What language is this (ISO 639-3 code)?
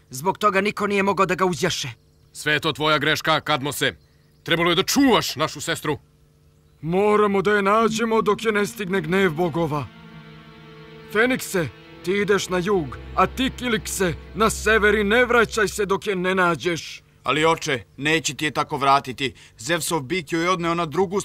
srp